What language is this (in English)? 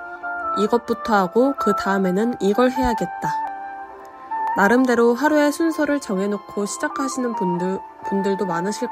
Korean